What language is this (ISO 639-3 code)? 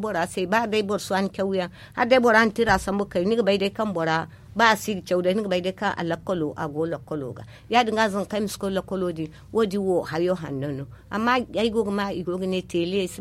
dje